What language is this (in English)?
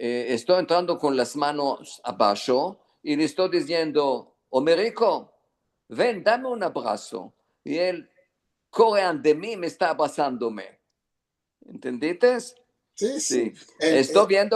Ladino